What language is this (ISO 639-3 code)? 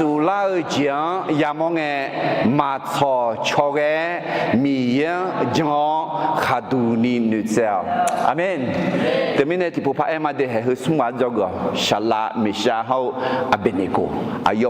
ahk